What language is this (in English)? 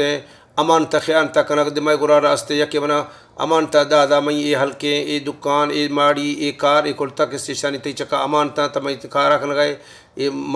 Baluchi